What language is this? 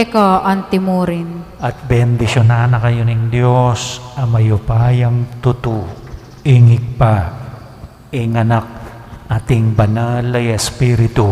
Pampanga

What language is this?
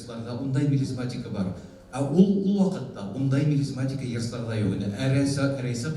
Bashkir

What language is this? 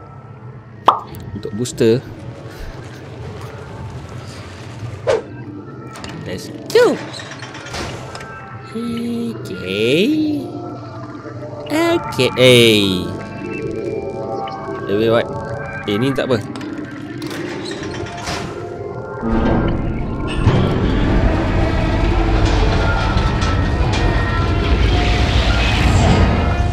Malay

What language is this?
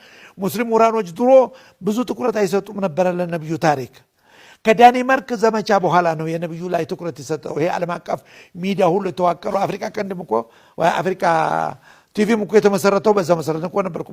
Amharic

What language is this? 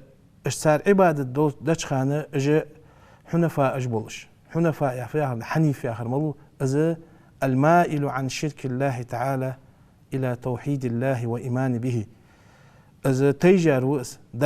Ingush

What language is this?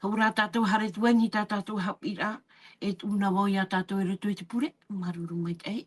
Tahitian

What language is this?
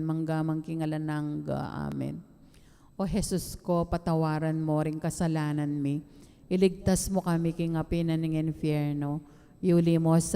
Pampanga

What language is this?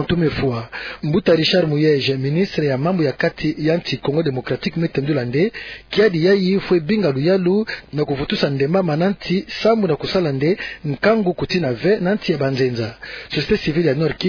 Kituba (Democratic Republic of Congo)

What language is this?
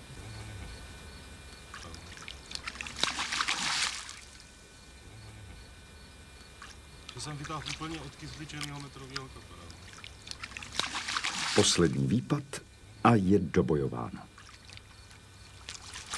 Czech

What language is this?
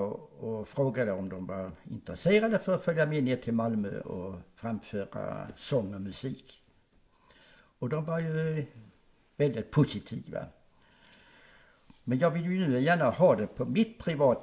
Swedish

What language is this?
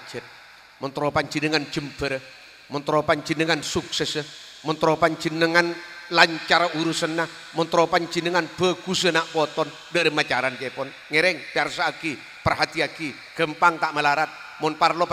Madurese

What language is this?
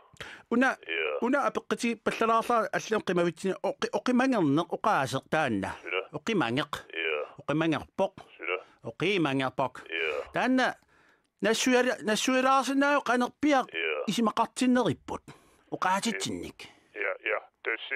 Kalaallisut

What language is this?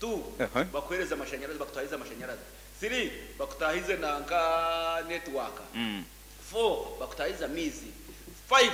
Nyankole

